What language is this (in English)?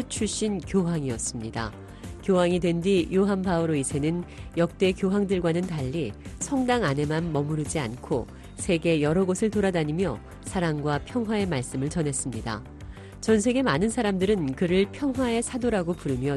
Korean